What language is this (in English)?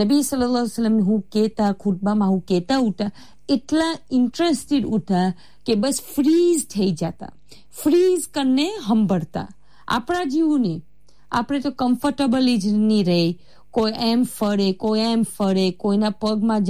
Gujarati